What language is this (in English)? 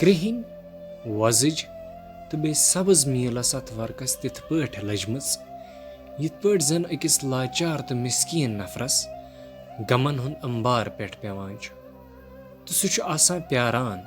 Kashmiri